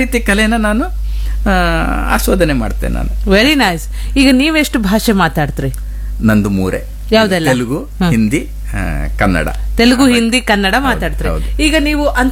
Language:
Kannada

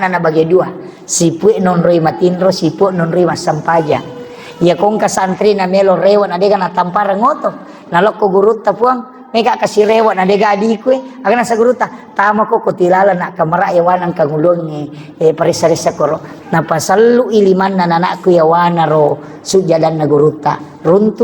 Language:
Buginese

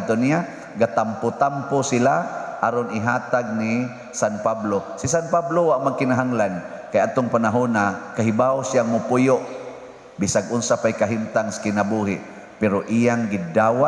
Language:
Cebuano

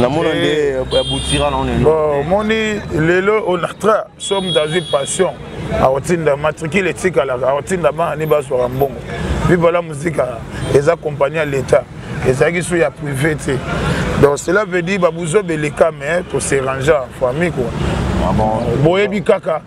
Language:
Lingala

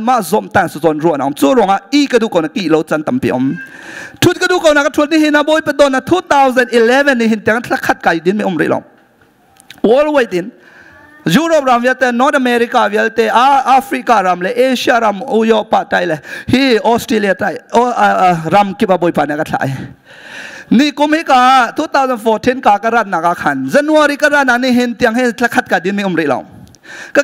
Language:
Hakha Chin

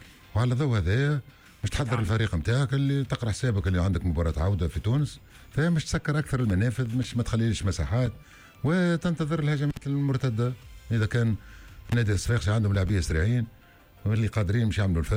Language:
Tunisian Arabic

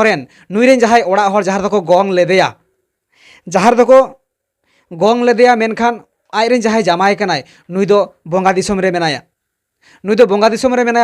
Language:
Santali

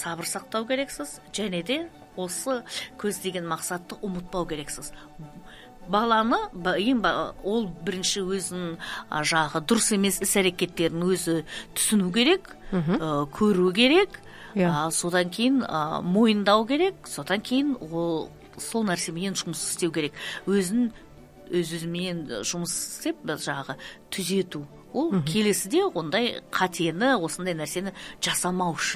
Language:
Kazakh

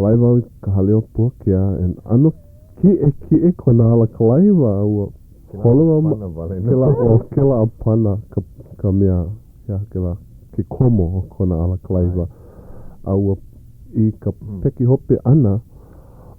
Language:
Hawaiian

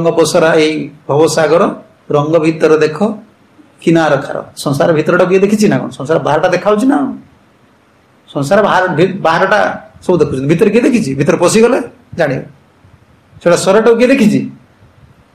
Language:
Odia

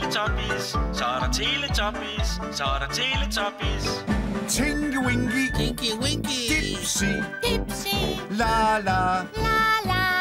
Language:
Danish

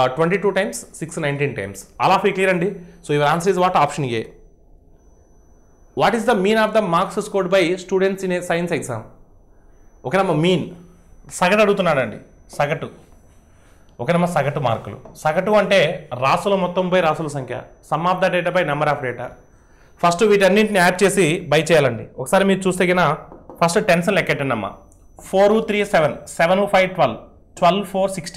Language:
Telugu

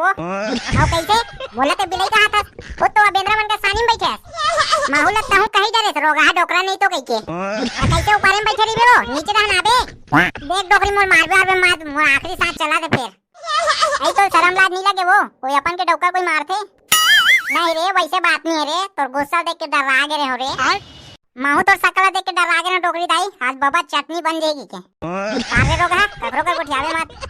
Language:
Chhattisgarhi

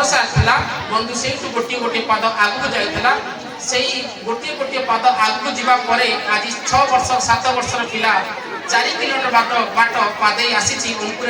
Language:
Odia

